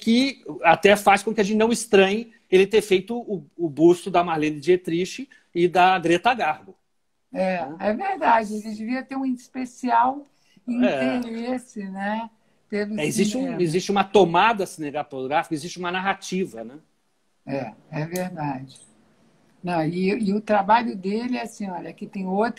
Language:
Portuguese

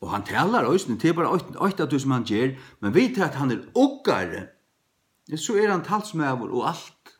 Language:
Faroese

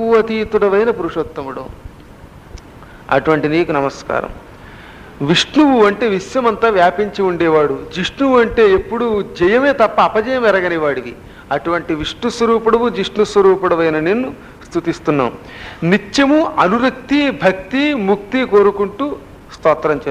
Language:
Telugu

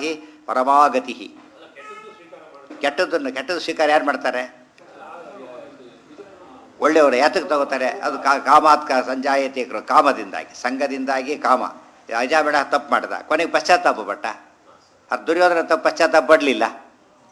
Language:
Kannada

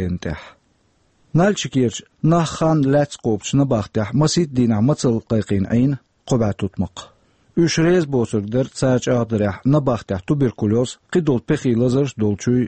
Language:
Chechen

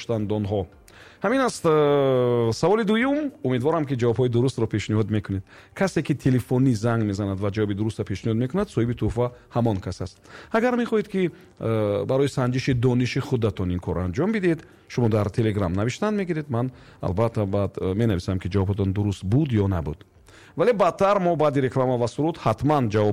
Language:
Tajik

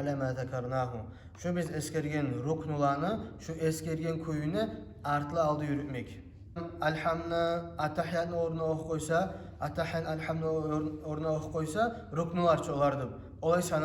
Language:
Kumyk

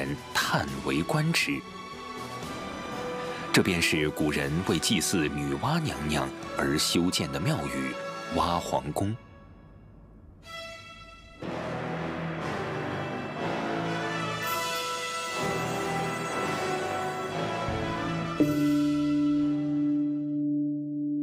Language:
Chinese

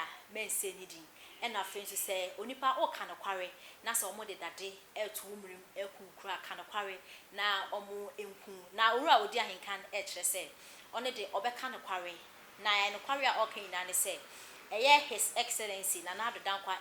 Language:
Akan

